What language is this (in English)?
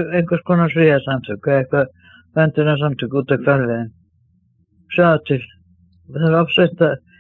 Icelandic